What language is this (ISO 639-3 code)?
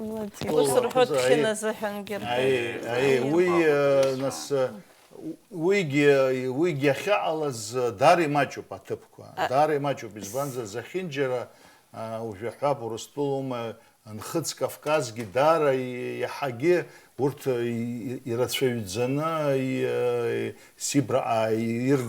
abk